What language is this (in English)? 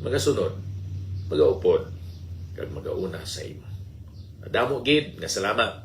Hiligaynon